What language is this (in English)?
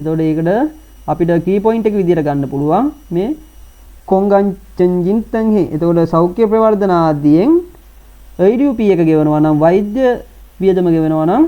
Sinhala